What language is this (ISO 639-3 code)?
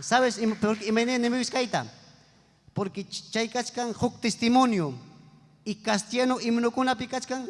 quy